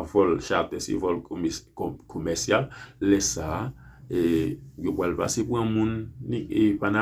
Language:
Haitian Creole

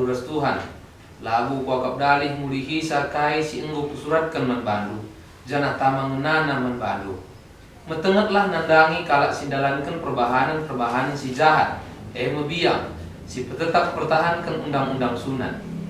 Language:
Batak Karo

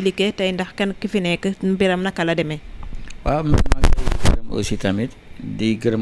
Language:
Wolof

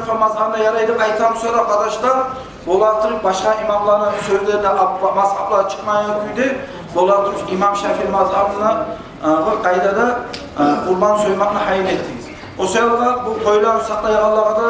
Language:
Kumyk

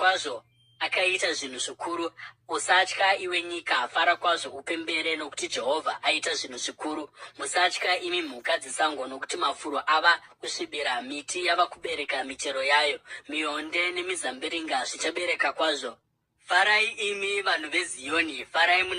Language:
Shona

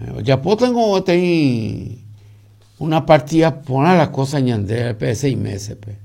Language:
Guarani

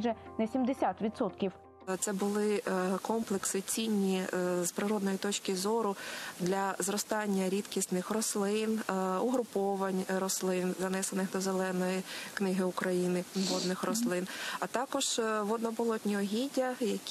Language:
Ukrainian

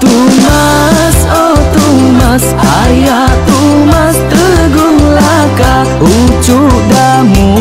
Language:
Iban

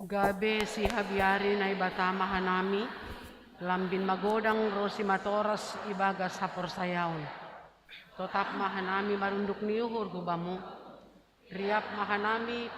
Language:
Batak Simalungun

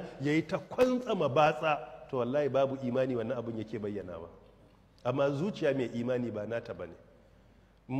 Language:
Hausa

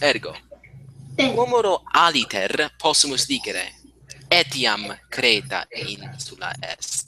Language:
Latin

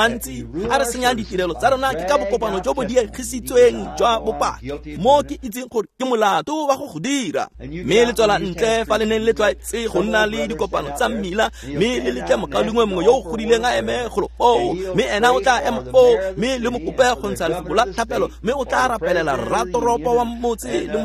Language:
Tswana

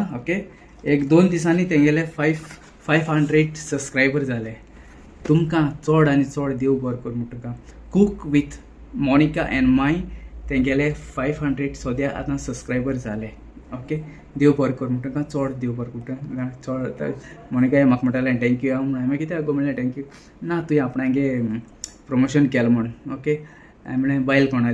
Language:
Konkani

